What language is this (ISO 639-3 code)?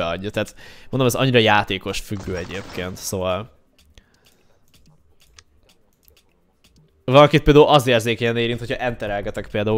hun